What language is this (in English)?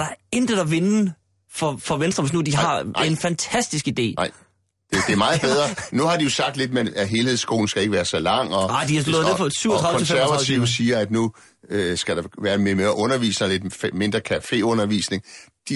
Danish